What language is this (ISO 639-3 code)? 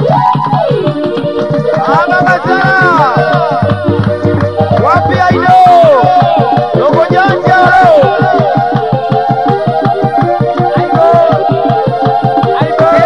swa